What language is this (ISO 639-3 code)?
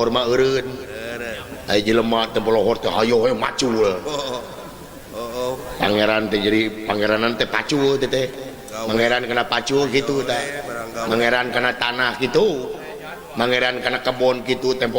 sun